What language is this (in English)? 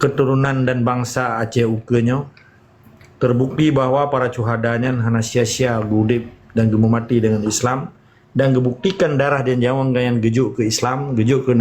Achinese